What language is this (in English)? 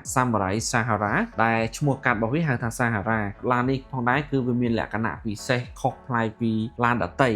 Khmer